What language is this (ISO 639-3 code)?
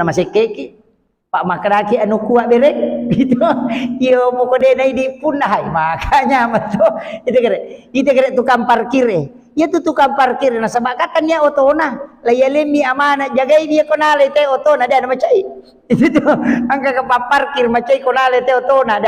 bug